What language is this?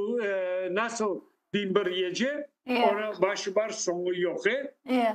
Crimean Tatar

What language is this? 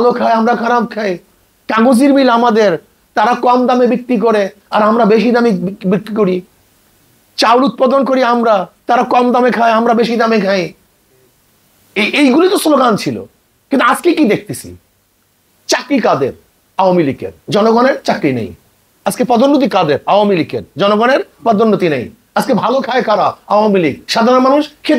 Bangla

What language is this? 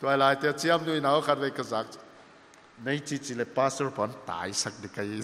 Paite Chin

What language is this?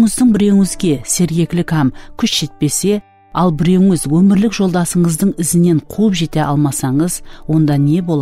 Kara-Kalpak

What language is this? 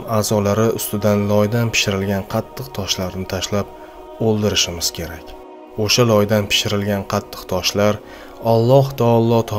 Uzbek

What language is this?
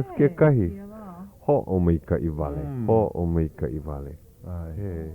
Hawaiian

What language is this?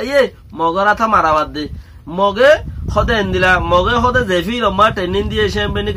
Rohingya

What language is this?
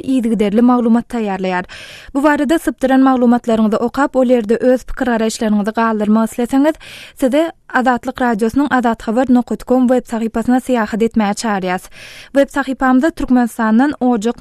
Turkmen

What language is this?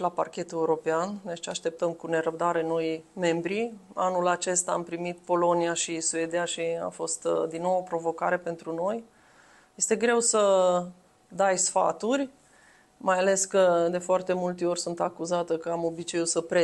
Romanian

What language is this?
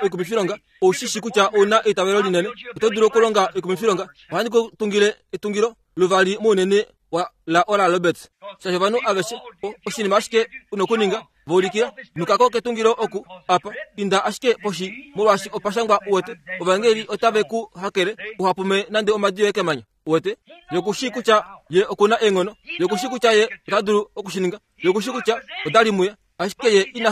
Kuanyama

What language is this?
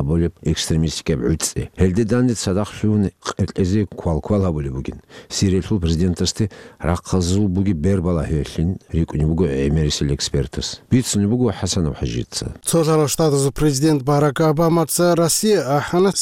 Avaric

